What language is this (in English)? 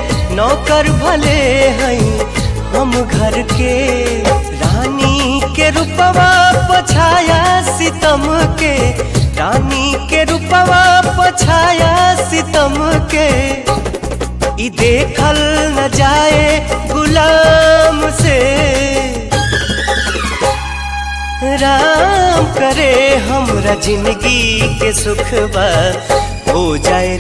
Bhojpuri